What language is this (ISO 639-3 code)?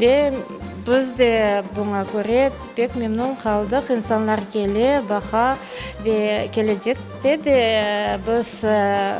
crh